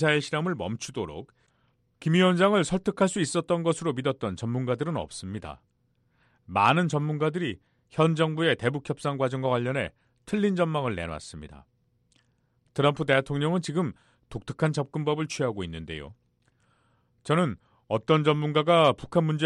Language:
Korean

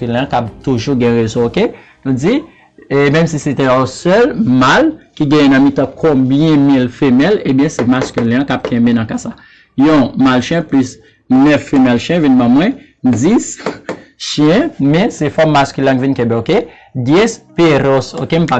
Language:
Haitian Creole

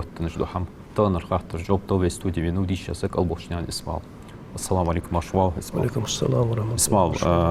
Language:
Ingush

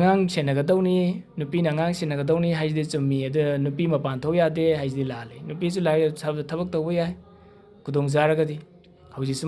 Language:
Manipuri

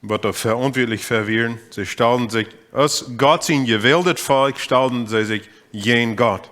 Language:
Plautdietsch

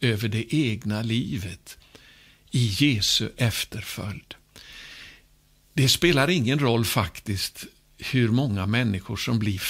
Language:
Swedish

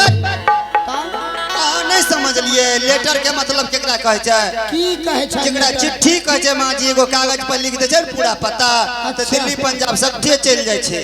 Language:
Angika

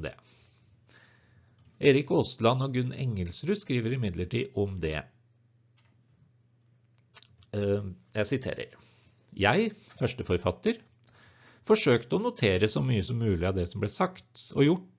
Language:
Norwegian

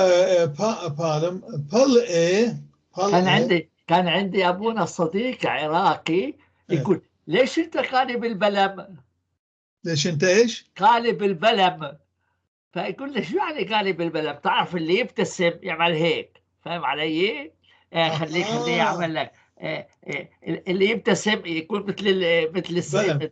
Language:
North Levantine Arabic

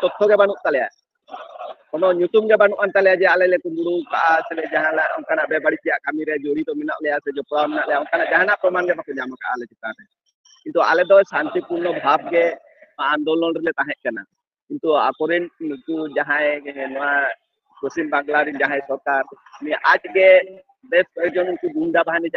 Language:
Santali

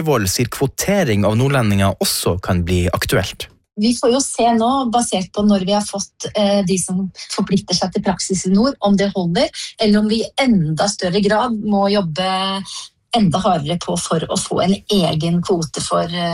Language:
Norwegian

